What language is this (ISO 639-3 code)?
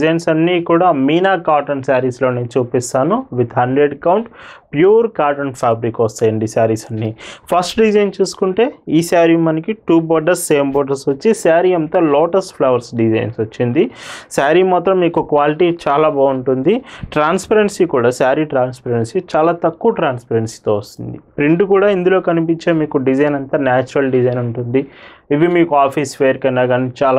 tel